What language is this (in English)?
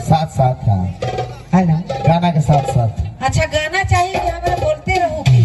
Sadri